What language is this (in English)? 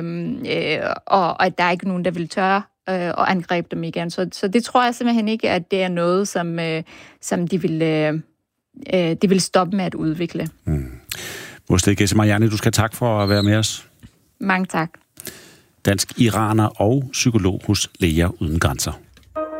Danish